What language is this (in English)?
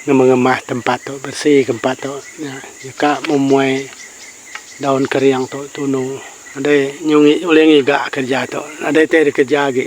Iban